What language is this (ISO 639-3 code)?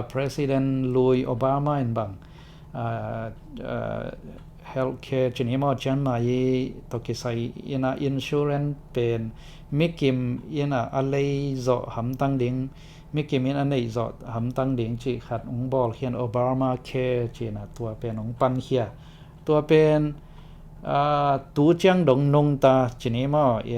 ctd